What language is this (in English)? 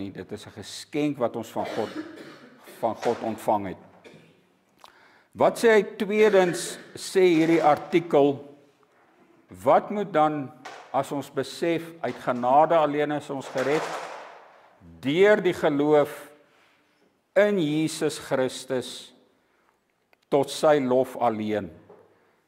Afrikaans